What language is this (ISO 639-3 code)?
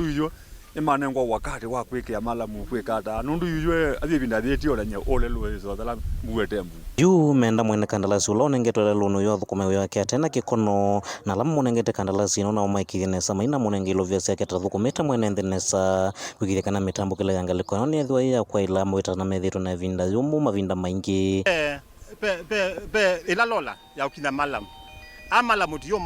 kam